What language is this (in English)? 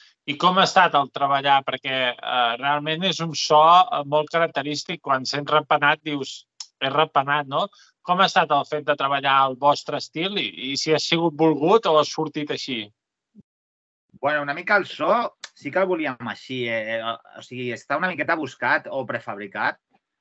Catalan